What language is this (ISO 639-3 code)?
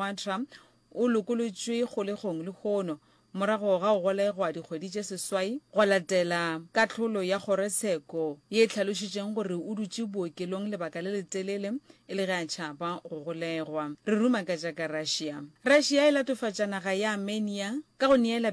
nso